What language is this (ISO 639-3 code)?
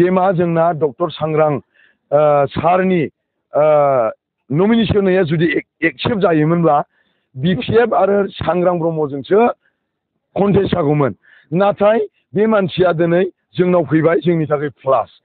brx